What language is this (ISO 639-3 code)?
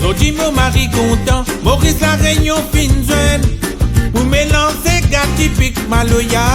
rcf